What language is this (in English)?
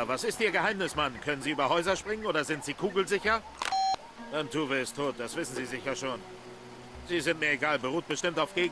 Bavarian